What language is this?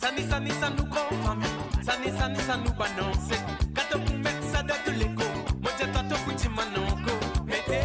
Morisyen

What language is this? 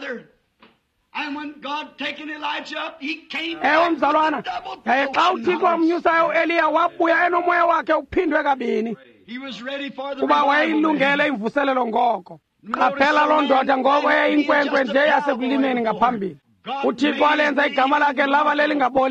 Xhosa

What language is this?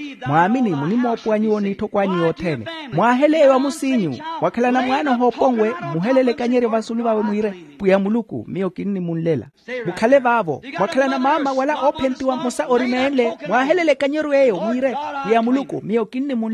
Makhuwa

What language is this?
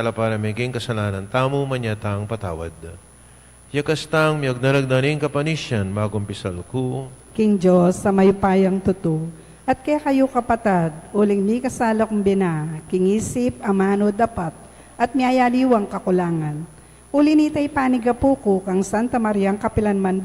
Pampanga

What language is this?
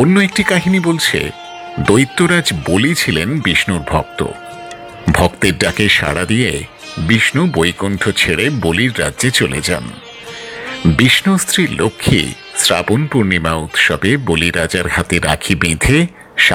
Bangla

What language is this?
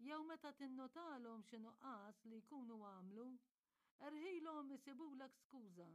Maltese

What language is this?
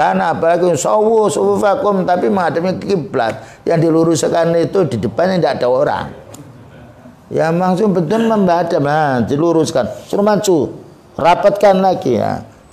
Indonesian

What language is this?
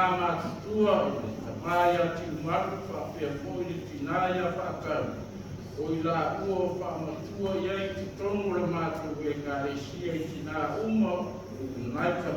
Samoan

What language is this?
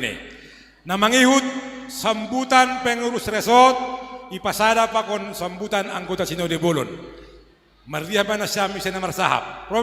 Batak Simalungun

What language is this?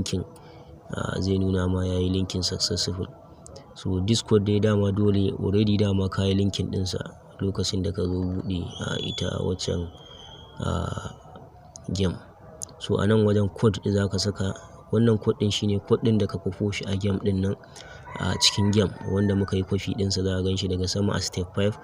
Hausa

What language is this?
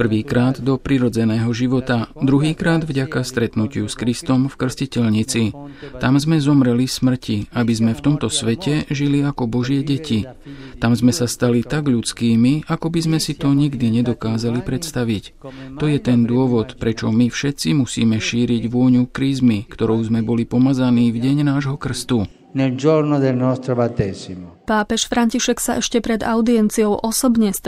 Slovak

